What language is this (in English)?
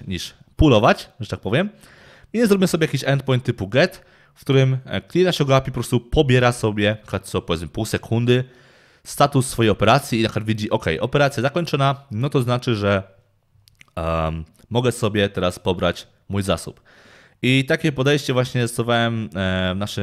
Polish